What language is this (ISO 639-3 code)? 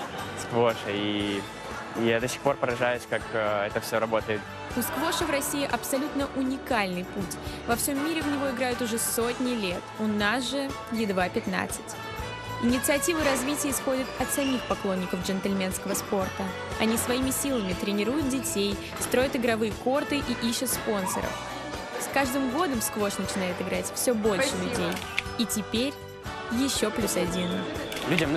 rus